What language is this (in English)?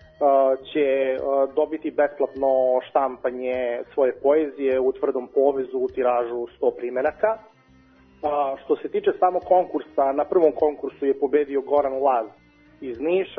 Serbian